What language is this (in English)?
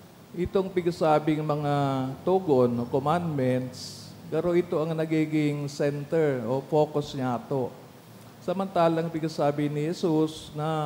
Bikol